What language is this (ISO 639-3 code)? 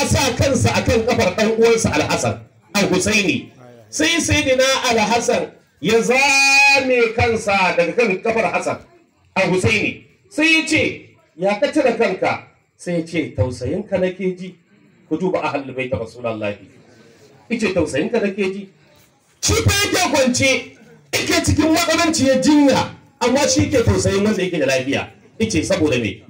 hau